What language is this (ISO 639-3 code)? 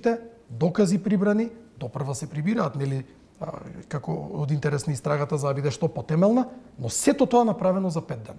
mkd